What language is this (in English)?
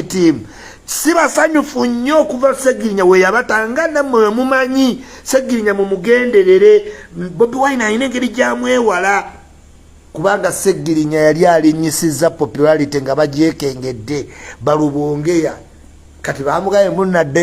Ganda